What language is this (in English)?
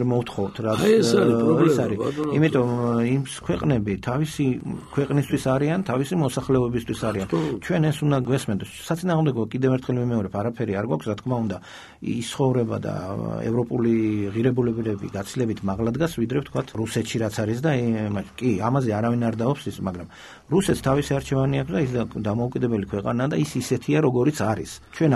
Georgian